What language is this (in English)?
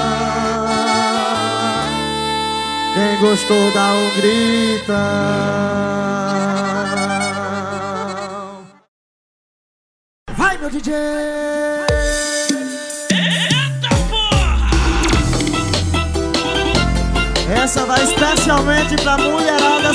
Portuguese